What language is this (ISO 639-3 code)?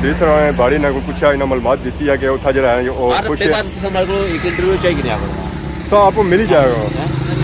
phr